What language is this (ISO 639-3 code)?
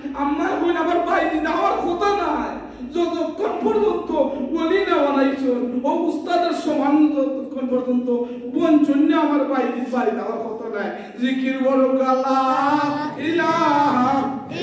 syl